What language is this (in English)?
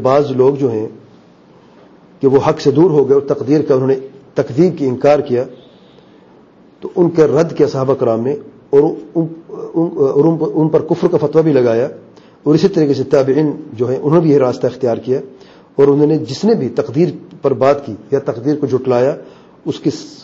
Urdu